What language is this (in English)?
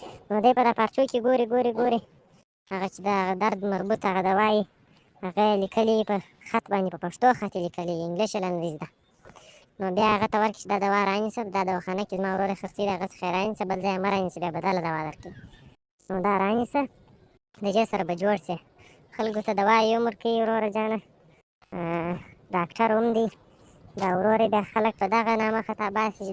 Pashto